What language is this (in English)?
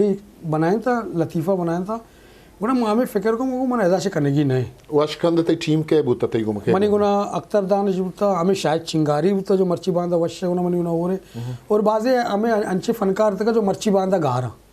Eastern Balochi